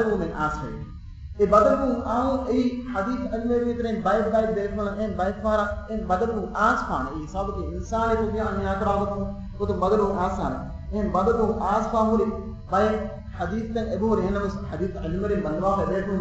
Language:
Divehi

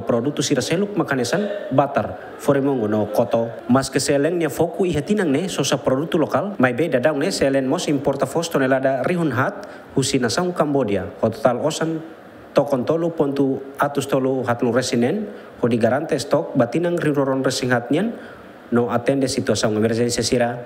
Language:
Tetum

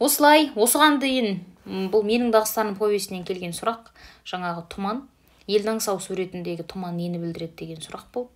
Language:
Kazakh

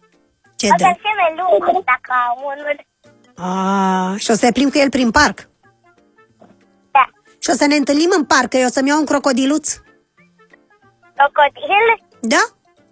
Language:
Romanian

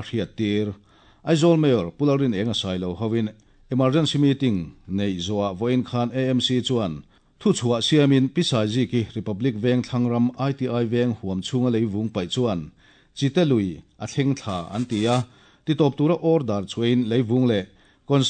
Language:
Mizo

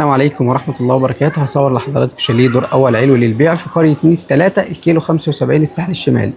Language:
Egyptian Arabic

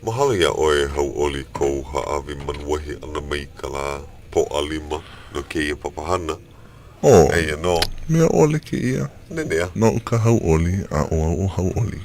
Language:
Hawaiian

